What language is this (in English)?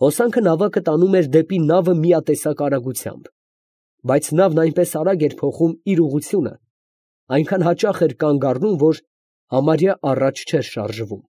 Armenian